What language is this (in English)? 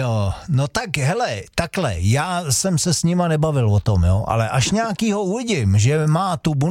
Czech